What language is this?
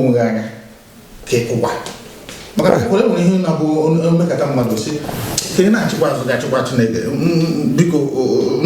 Igbo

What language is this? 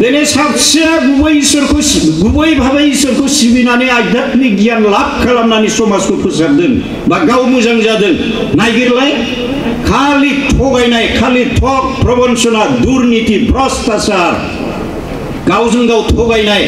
Bodo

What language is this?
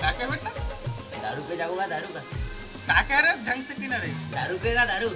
Chhattisgarhi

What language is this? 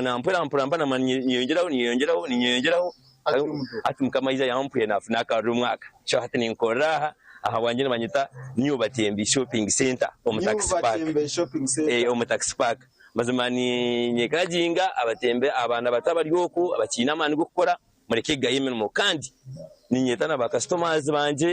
Nyankole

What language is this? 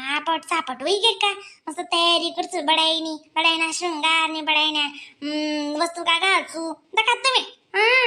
Khandesi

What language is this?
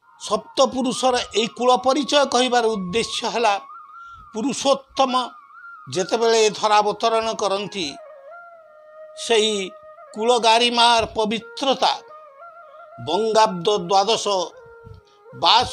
Odia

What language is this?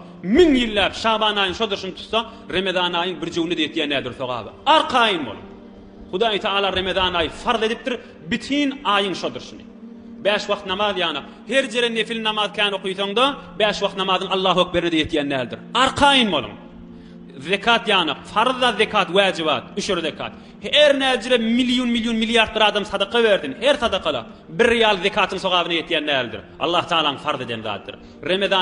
Turkmen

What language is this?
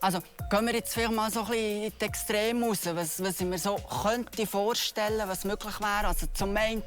Swiss German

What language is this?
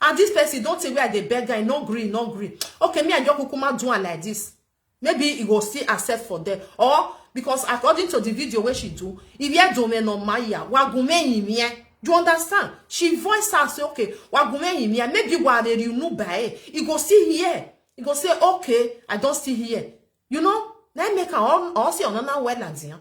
Nigerian Pidgin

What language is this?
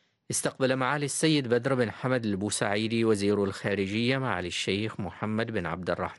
Arabic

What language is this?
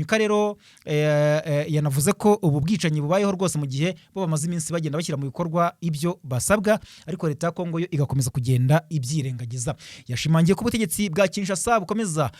Kinyarwanda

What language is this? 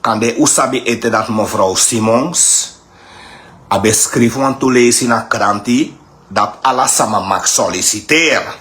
Sranan Tongo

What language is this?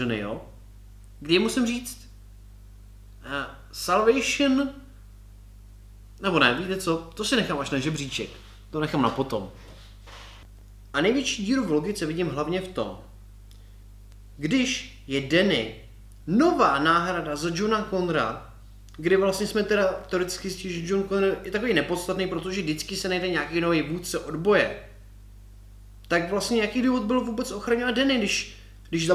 Czech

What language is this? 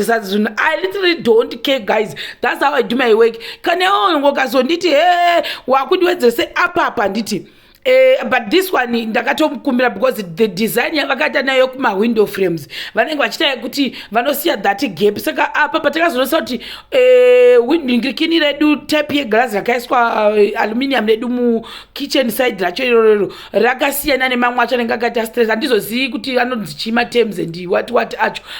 Shona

